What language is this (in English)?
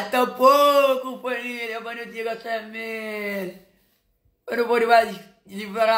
Kabuverdianu